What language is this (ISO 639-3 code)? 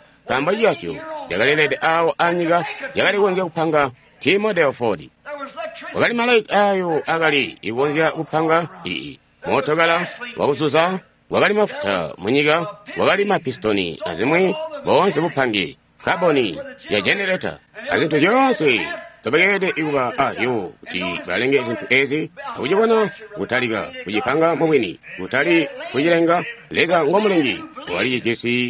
toi